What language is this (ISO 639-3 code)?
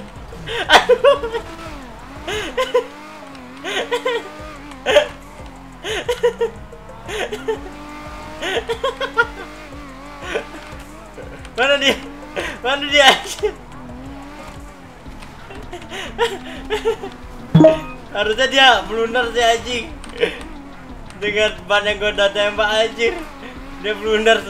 ind